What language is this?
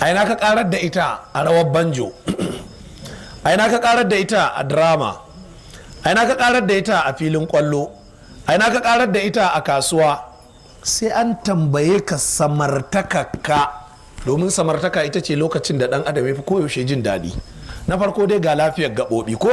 Hausa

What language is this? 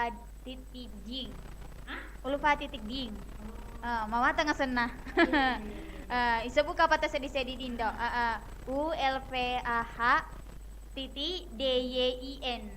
Buginese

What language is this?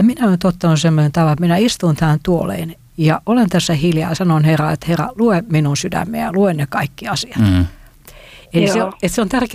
Finnish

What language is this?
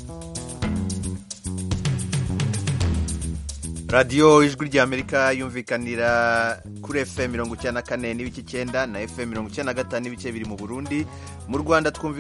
Kinyarwanda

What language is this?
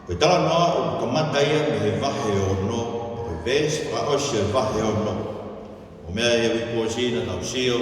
Tongan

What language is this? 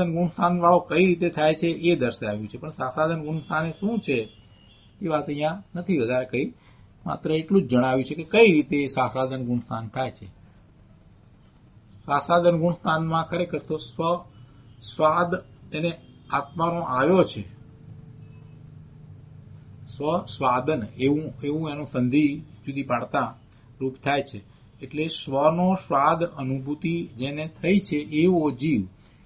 Gujarati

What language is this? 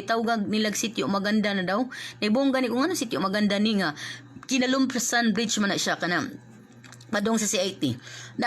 Cebuano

